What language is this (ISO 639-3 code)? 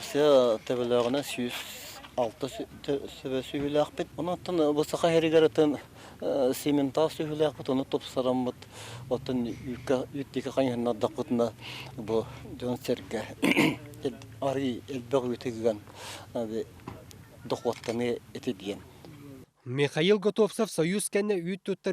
sah